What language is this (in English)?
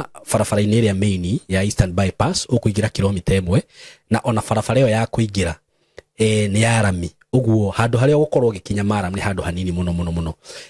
Kikuyu